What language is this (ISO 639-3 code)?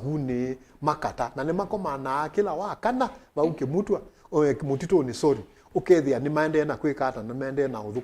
kam